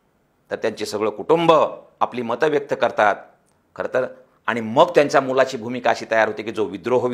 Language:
Marathi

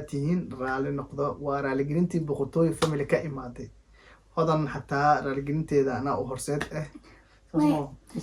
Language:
Somali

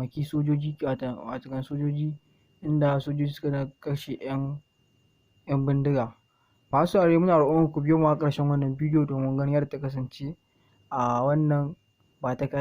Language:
Hausa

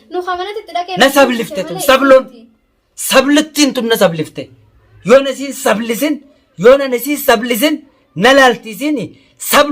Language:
Oromo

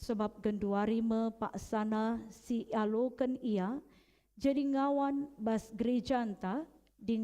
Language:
Batak Karo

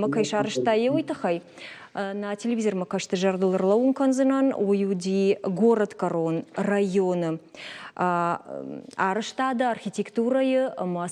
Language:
Ossetic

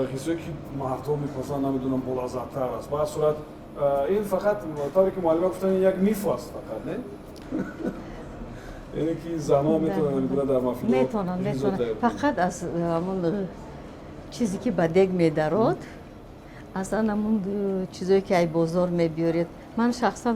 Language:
Tajik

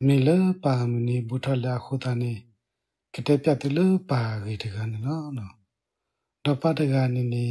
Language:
S'gaw Karen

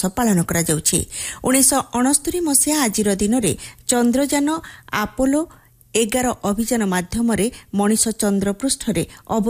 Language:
Odia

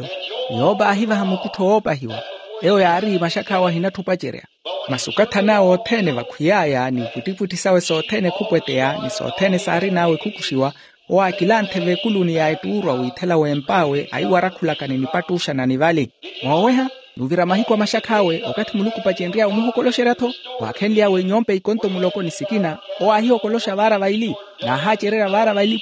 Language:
Makhuwa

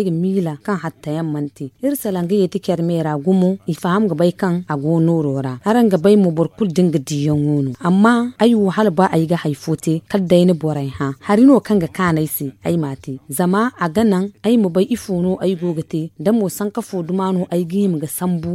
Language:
Zarma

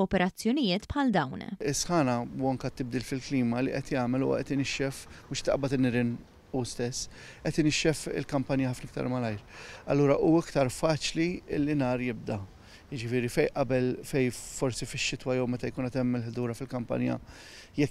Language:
Maltese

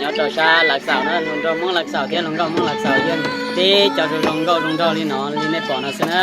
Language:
Hmong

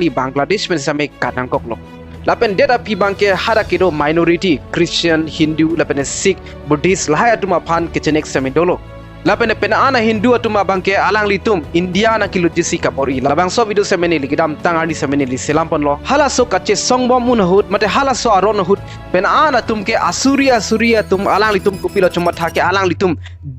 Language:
Karbi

